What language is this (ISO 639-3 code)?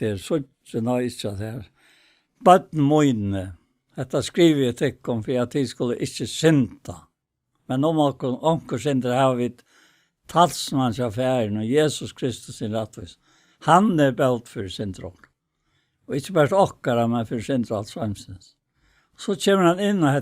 fao